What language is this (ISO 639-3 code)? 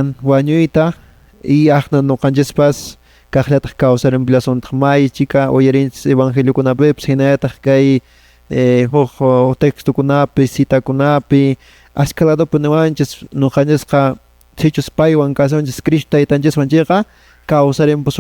que